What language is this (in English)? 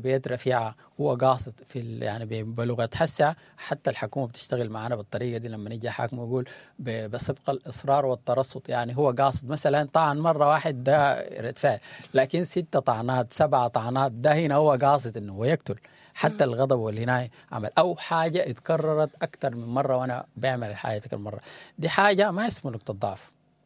Sudanese Arabic